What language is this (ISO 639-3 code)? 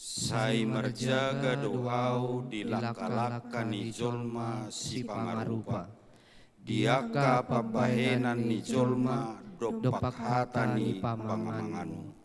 bbc